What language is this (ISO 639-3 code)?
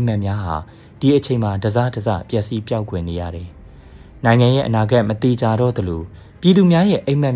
mya